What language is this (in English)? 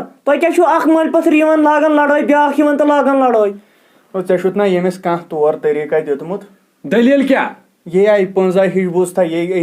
Kashmiri